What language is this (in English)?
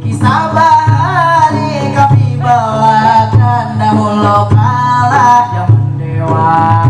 Banjar